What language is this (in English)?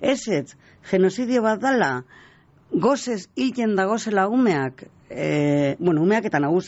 Basque